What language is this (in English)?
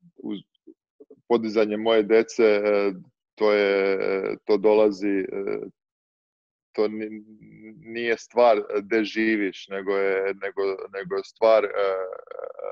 Serbian